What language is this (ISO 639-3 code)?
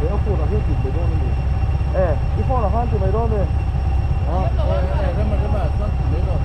lus